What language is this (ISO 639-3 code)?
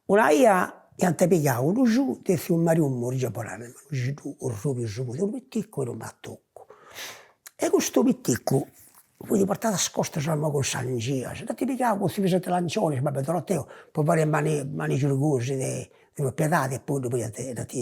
srd